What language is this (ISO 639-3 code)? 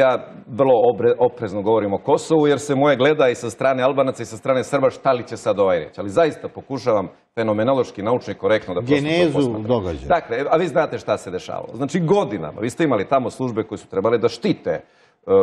bos